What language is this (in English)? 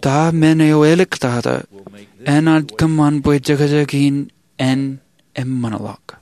Marshallese